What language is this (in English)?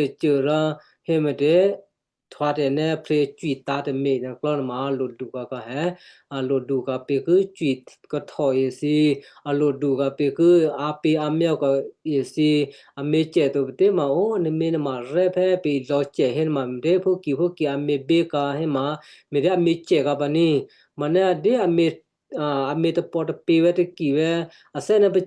Western Kayah